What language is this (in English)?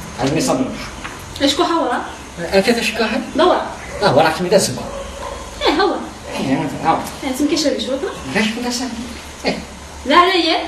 Kabyle